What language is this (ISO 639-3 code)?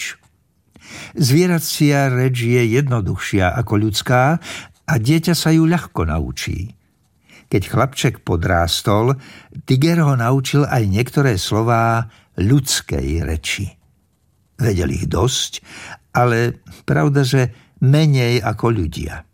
slk